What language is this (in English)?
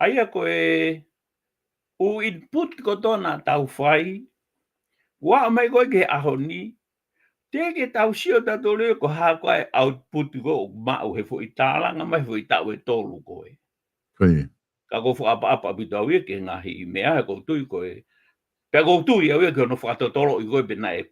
Tongan